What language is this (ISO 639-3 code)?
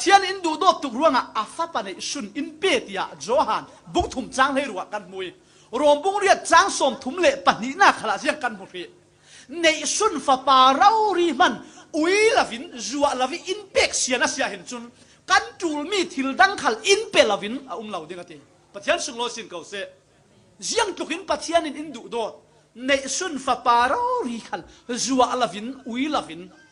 cfm